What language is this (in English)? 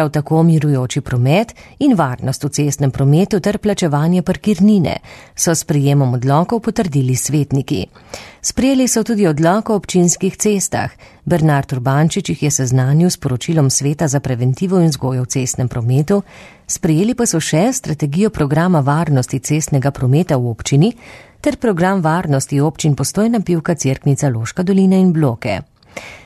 Slovenian